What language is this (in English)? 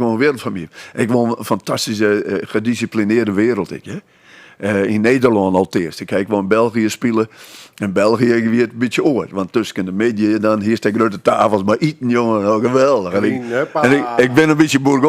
Western Frisian